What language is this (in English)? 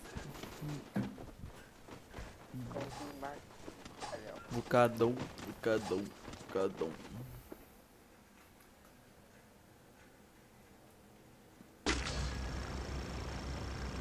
Portuguese